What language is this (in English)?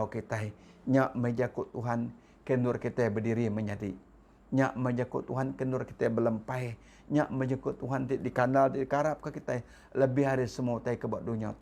Iban